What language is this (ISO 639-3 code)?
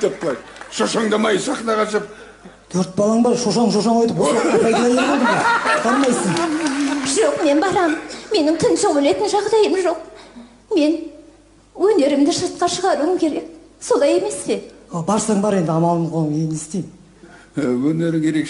kaz